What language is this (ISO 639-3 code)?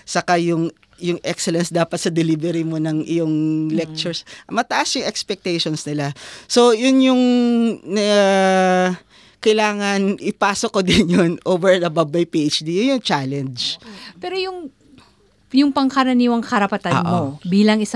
fil